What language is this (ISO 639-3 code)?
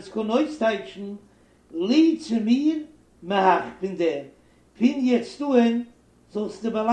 yid